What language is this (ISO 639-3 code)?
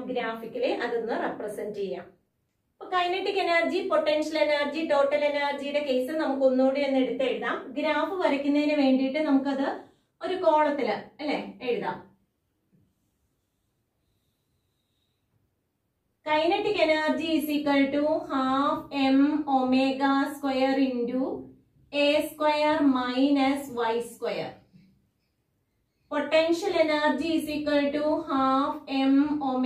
mal